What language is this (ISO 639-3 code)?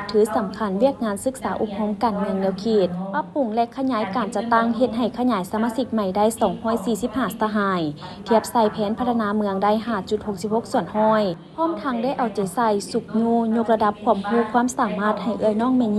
lao